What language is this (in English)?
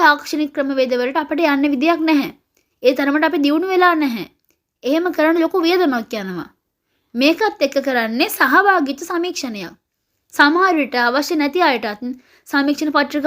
Sinhala